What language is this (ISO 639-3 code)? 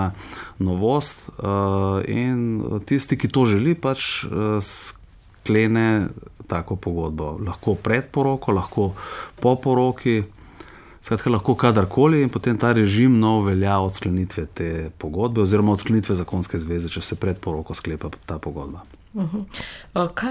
slv